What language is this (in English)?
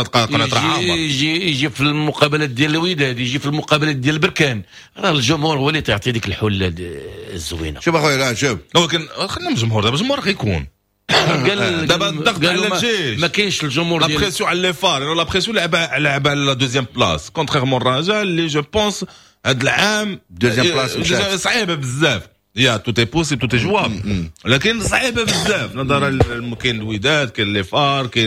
Moroccan Arabic